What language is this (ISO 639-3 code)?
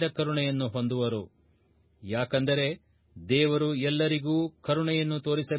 kan